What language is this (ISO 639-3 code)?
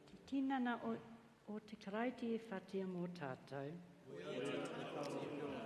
mri